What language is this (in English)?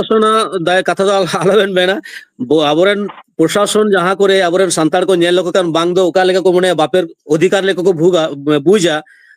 Santali